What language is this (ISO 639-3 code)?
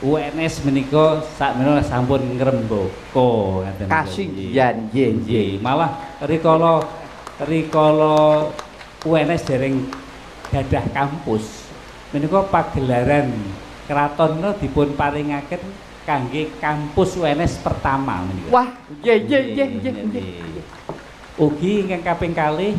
jav